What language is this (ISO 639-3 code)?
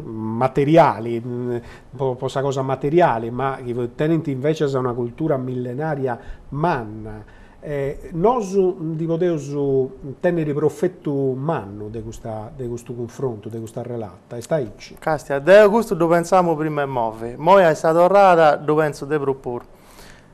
srd